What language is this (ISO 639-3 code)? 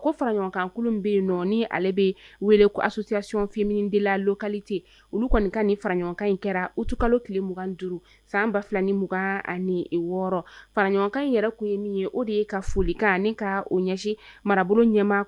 bam